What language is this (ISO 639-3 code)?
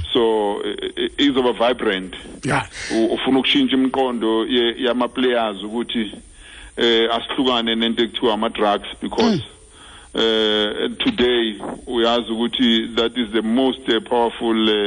xho